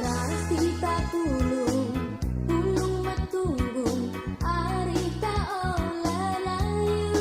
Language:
Batak Karo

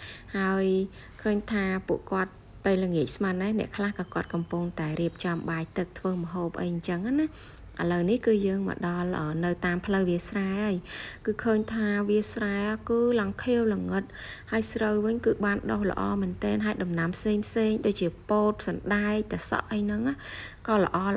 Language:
Khmer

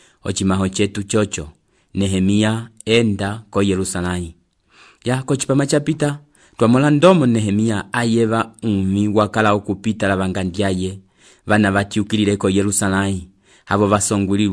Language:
Umbundu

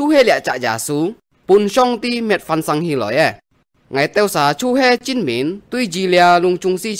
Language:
Hakka Chinese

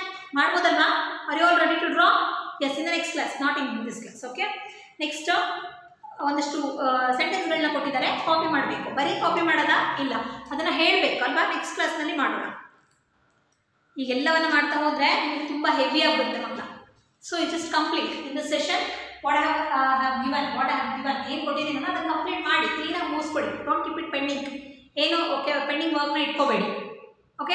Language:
Kannada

